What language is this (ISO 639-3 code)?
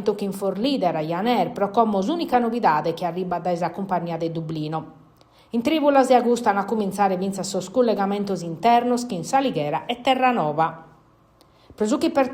srd